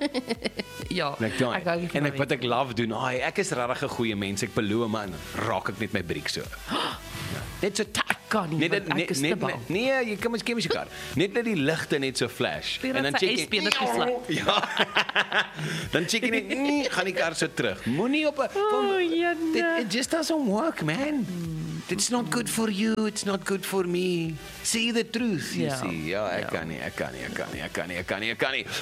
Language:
Afrikaans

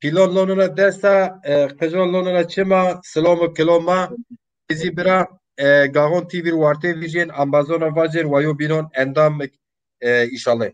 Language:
Zaza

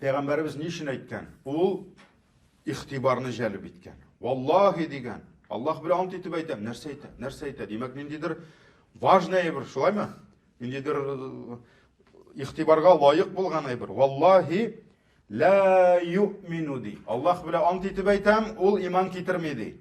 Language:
Tatar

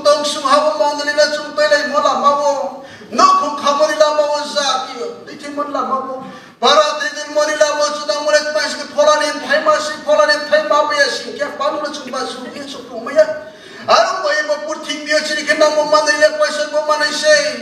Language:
Riang (India)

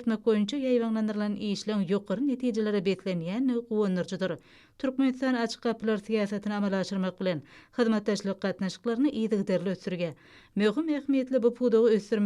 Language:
Turkmen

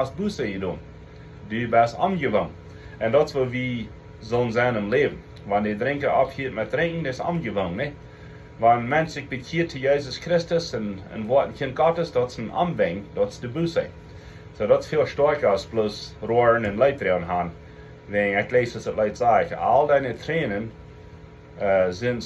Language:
Plautdietsch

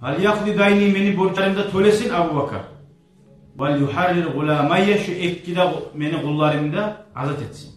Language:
Kumyk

